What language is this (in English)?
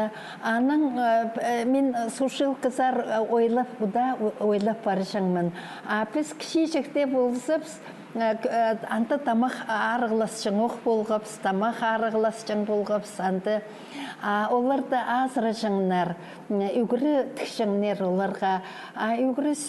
Khakas